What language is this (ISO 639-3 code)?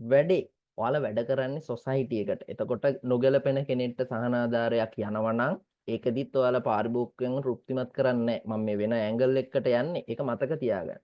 sin